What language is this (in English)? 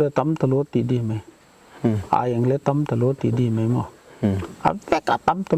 Paite Chin